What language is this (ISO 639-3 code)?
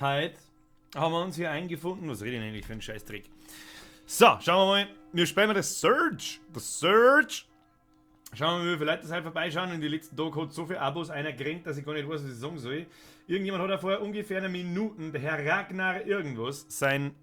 bar